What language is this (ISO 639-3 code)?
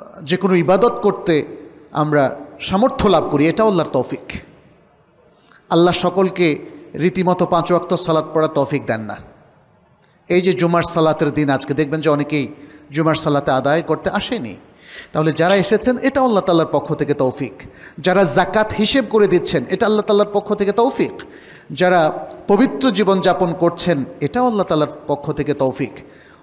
ben